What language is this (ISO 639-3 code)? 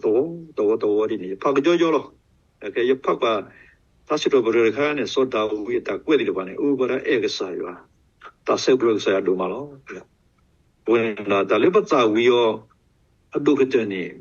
ksw